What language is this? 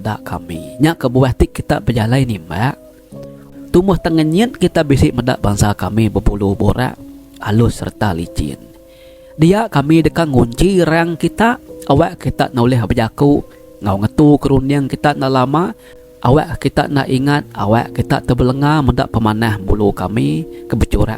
Iban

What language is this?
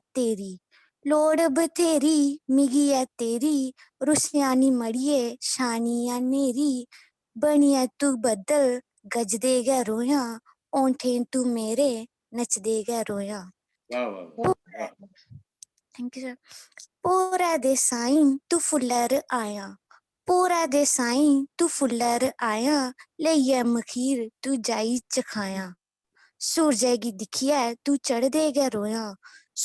Dogri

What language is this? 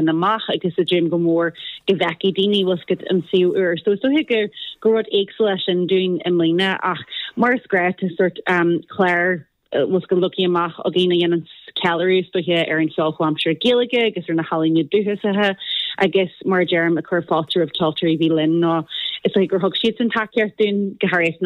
Irish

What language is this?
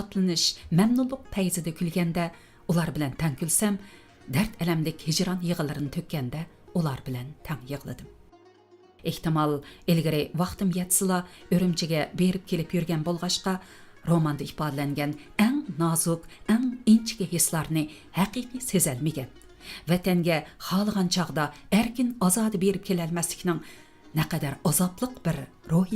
Uyghur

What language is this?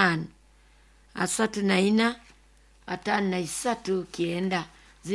Nyankole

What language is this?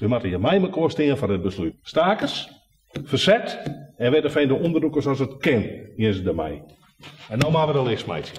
Western Frisian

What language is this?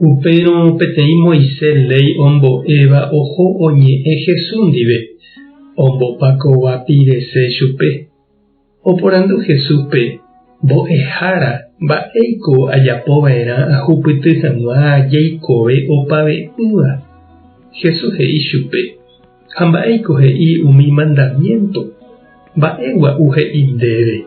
Guarani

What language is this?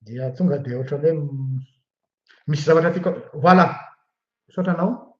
Malagasy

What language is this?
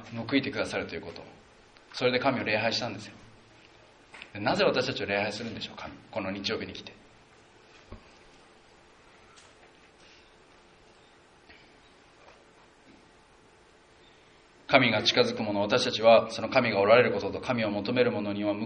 Japanese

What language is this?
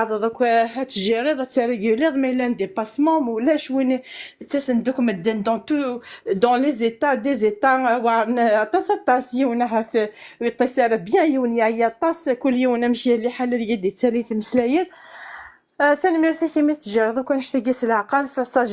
Kabyle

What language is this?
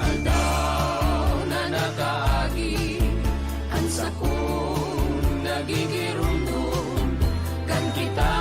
Bikol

